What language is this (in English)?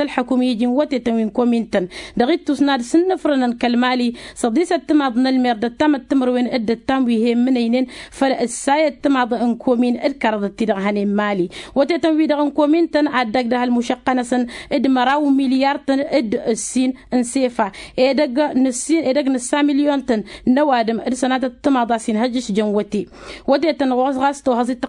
Tamasheq